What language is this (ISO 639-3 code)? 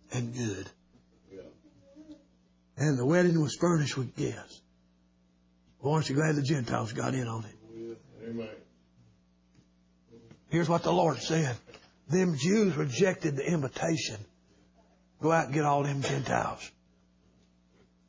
eng